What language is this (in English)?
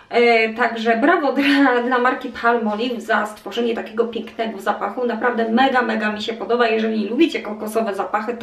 Polish